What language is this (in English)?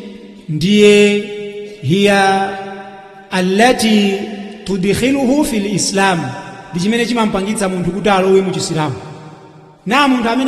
Nyanja